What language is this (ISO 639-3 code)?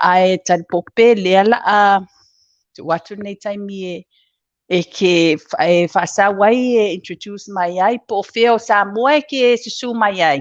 smo